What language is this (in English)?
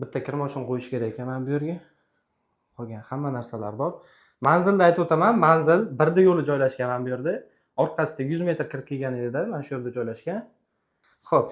Uzbek